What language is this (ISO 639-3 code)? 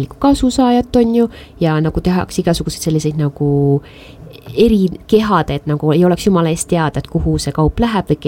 est